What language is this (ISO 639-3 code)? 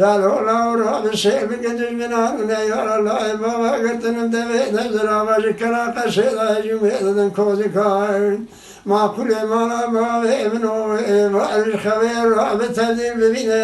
kur